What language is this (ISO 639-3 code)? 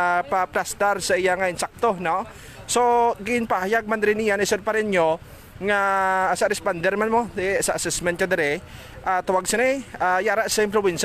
hil